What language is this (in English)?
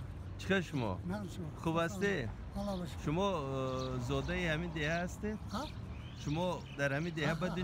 Tajik